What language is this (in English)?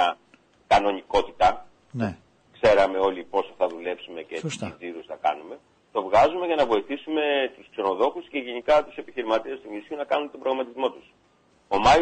Greek